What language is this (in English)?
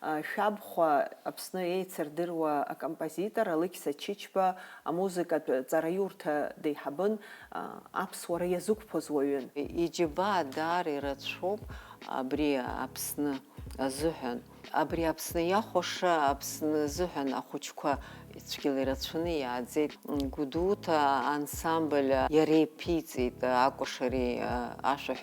Abkhazian